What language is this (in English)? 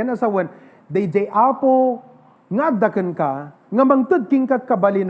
Iloko